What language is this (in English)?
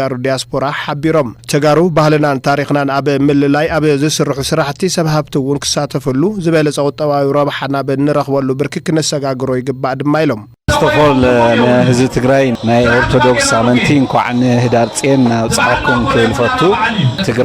Tigrinya